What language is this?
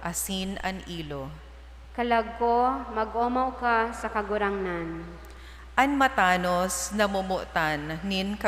Bikol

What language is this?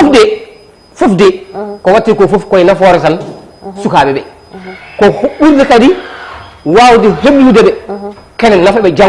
Fula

